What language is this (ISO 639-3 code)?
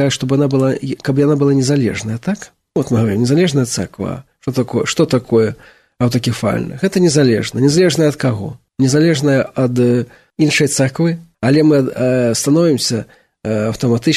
bel